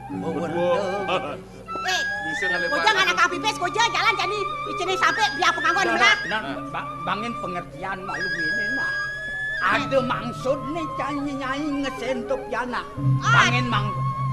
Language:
Balinese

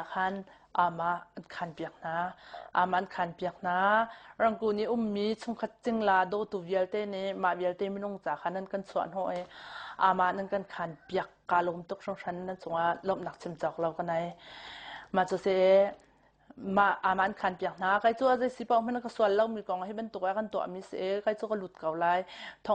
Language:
Hakha Chin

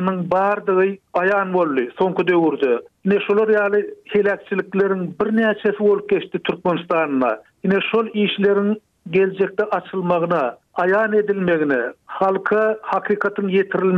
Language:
Turkmen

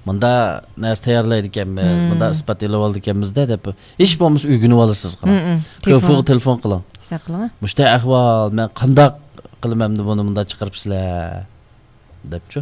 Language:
Uyghur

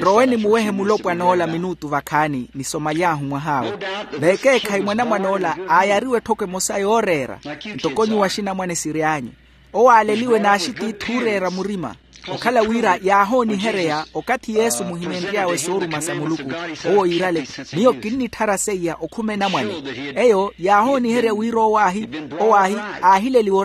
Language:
Makhuwa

